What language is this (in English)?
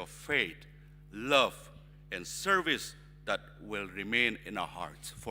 Ao Naga